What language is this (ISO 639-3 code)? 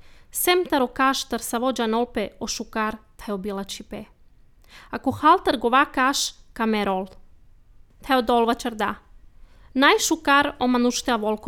slv